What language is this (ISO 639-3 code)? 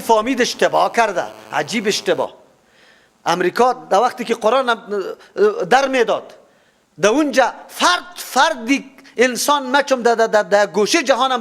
fas